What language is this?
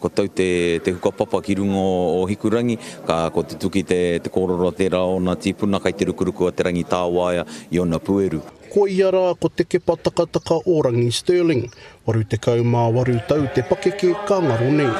Māori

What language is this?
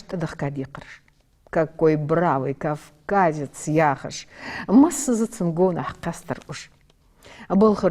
Ingush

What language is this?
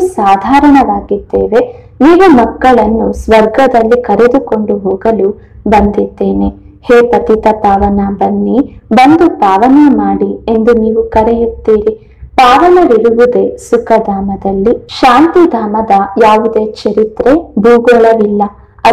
Kannada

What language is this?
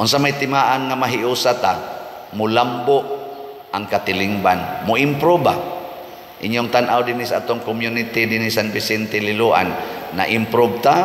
Cebuano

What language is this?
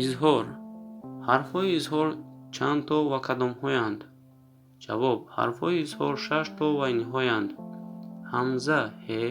Tajik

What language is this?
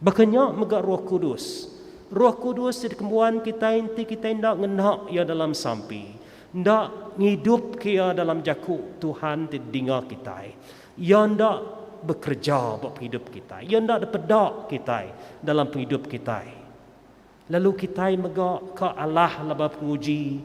Iban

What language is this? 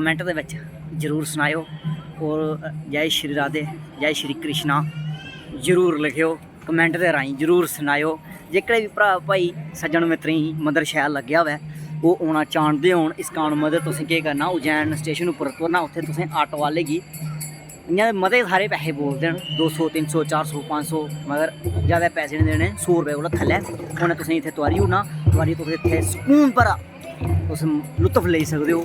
Dogri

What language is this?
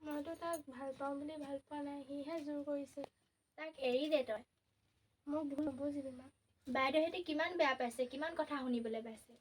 Assamese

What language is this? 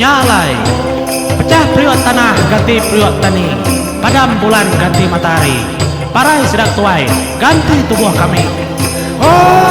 Iban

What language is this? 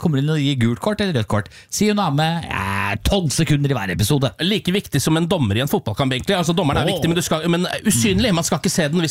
Norwegian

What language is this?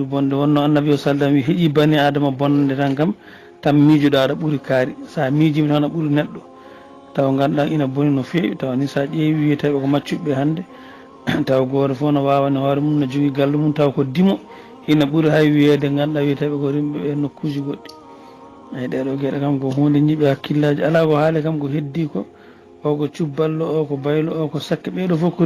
Fula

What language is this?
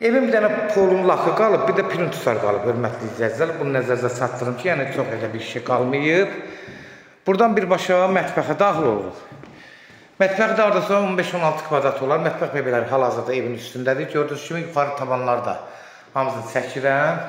Azerbaijani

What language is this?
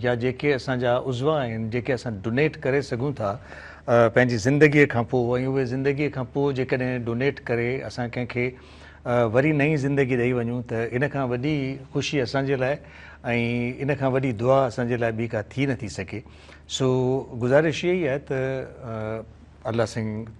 Sindhi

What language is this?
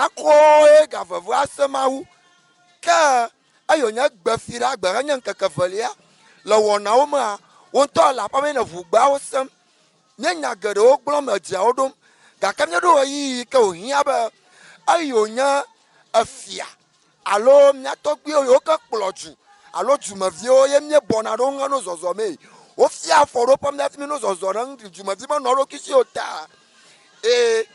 Ewe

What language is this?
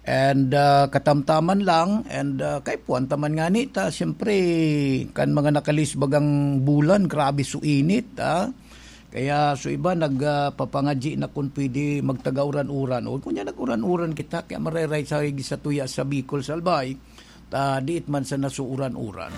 Bikol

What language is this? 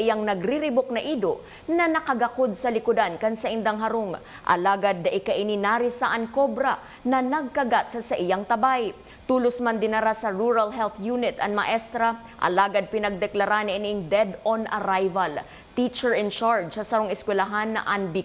Bikol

